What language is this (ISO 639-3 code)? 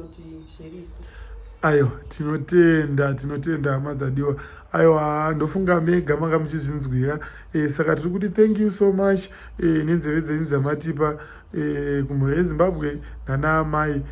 sna